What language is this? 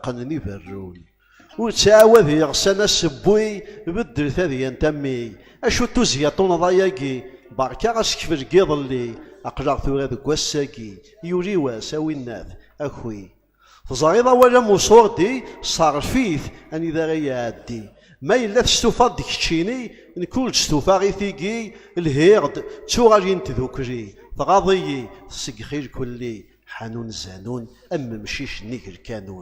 Kabyle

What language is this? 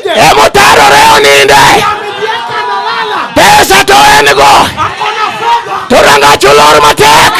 Luo (Kenya and Tanzania)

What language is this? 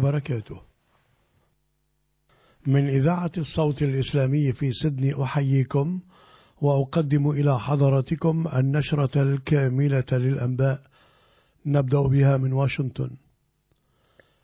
Arabic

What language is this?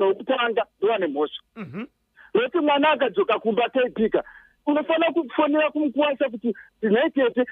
Shona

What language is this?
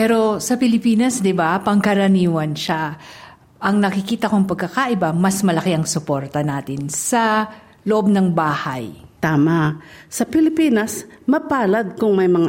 Filipino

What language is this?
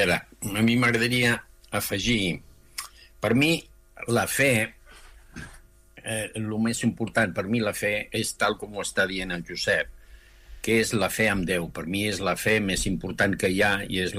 Catalan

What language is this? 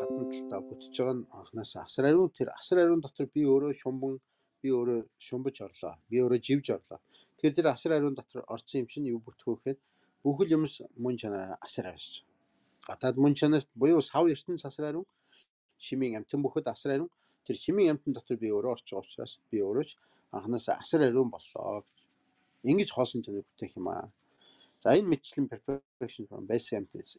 Mongolian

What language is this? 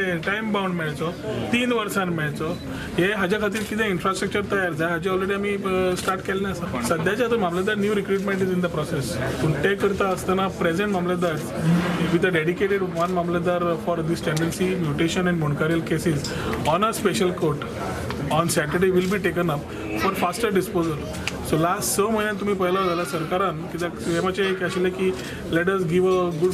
Konkani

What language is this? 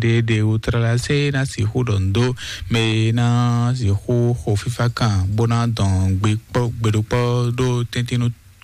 Fon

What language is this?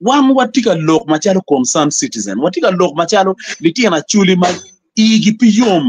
Acoli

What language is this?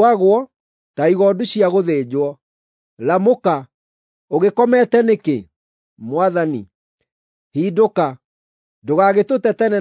Kikuyu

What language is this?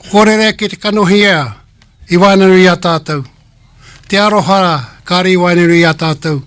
Māori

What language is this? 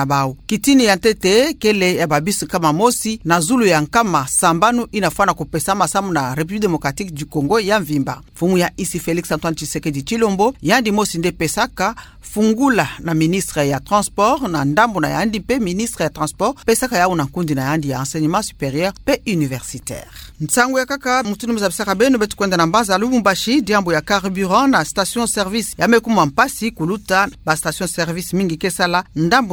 Kituba (Democratic Republic of Congo)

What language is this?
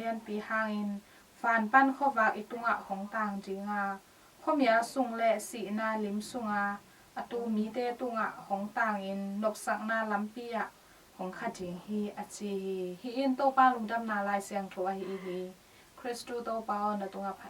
Tedim Chin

